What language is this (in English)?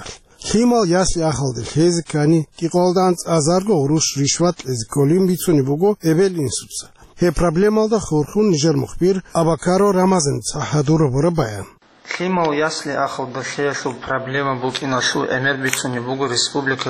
Avaric